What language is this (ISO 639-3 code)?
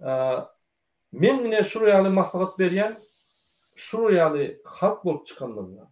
tuk